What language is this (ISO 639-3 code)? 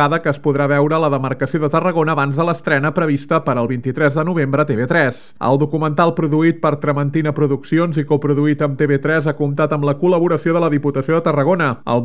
cat